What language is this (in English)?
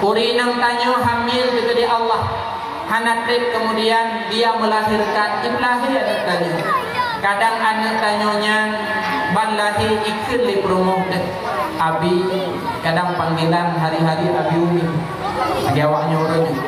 Achinese